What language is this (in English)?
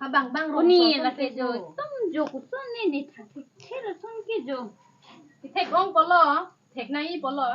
Karbi